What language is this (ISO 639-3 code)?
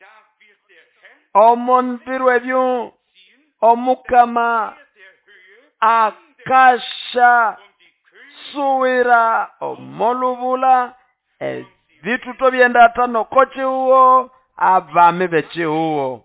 nnb